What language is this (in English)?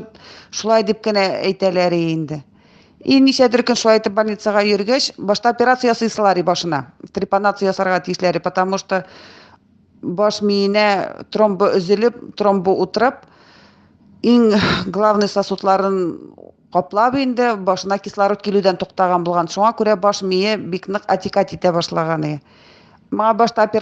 Tatar